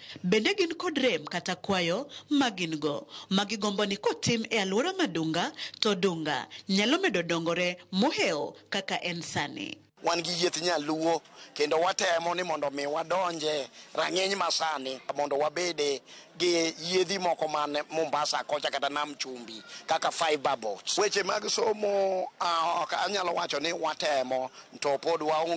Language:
Luo (Kenya and Tanzania)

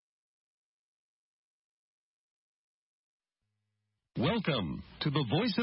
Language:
Burmese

